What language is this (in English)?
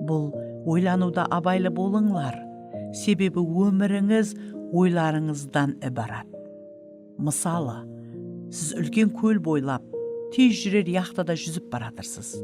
Kara-Kalpak